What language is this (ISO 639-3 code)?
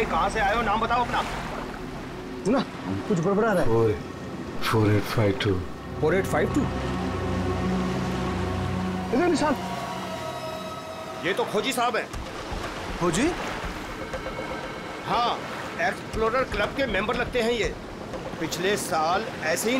hin